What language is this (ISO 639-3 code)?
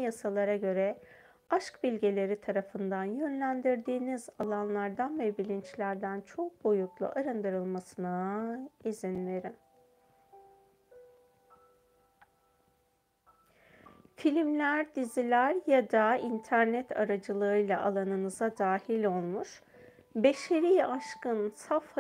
tur